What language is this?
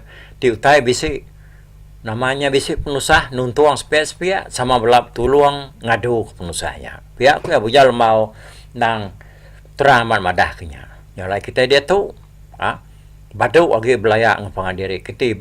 Iban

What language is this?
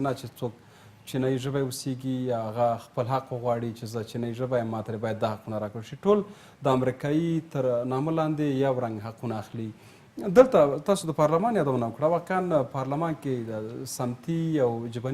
Pashto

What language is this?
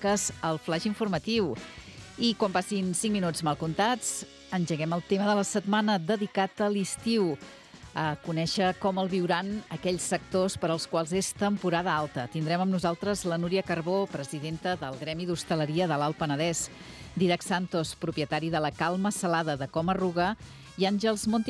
Catalan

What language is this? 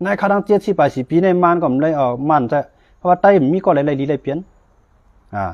Shan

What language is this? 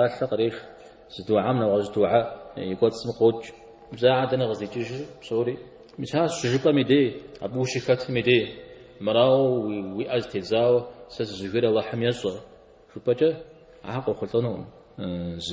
Kabardian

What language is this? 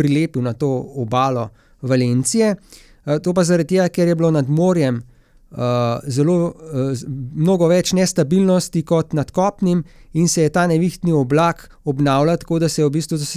Slovenian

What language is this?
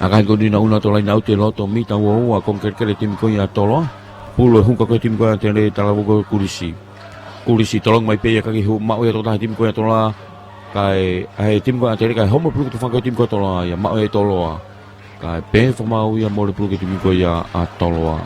Tongan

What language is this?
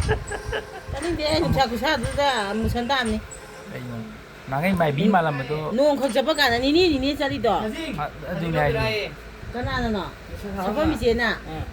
Manipuri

